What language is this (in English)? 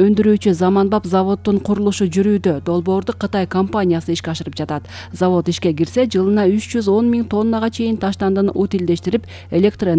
Kyrgyz